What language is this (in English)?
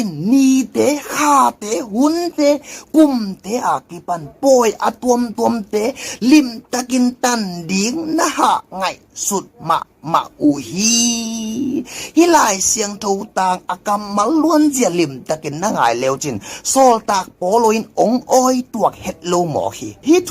Tedim Chin